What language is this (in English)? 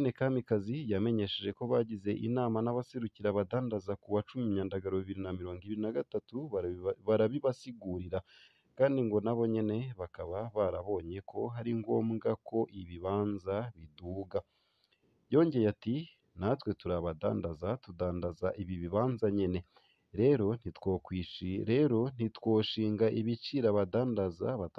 Rundi